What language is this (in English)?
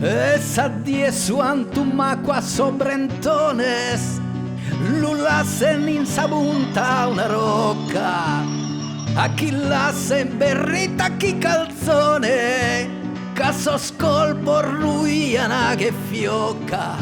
Sardinian